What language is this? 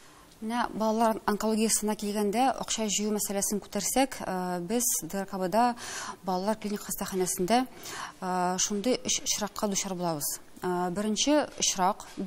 Tatar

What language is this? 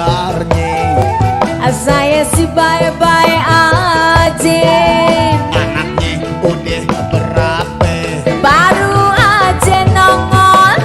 Betawi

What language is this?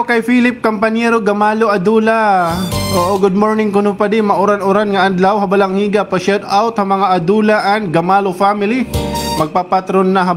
Waray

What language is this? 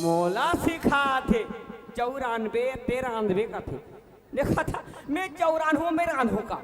Chhattisgarhi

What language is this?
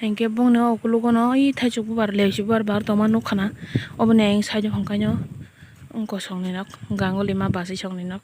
Kok Borok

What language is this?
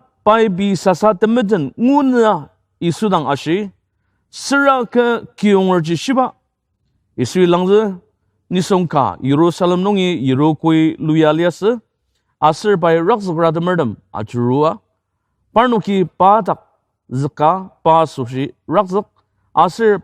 Ao Naga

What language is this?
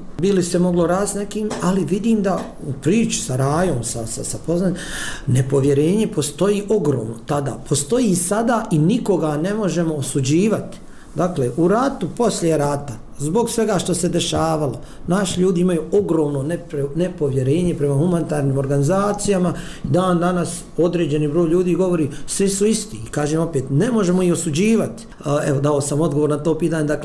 Bosnian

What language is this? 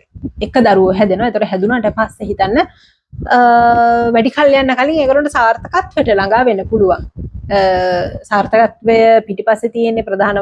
Sinhala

